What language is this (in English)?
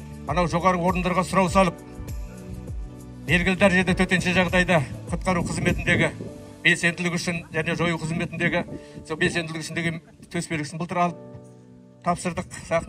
Kazakh